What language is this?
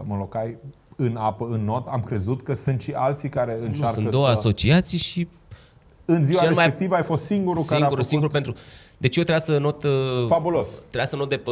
Romanian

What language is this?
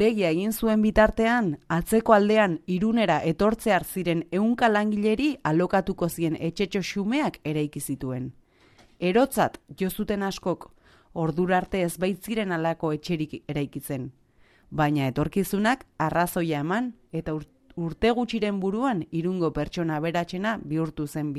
Basque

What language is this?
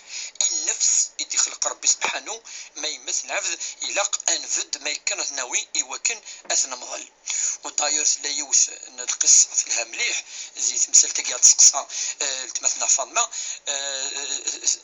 Kabyle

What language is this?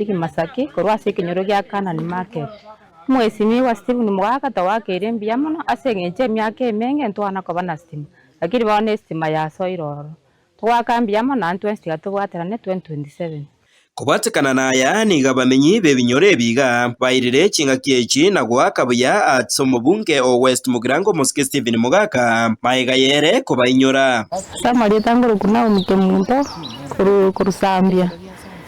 Gusii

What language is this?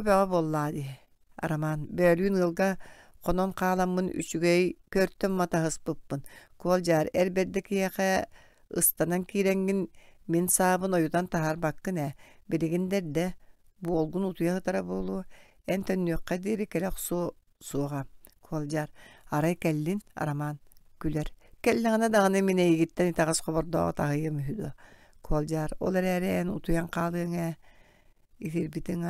Yakut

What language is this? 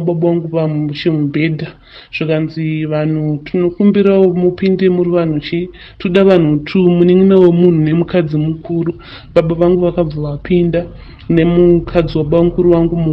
Shona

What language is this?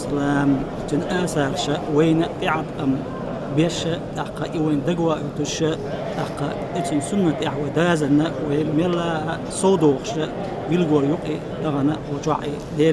Chechen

